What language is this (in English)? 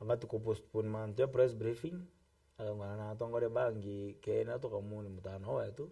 Meru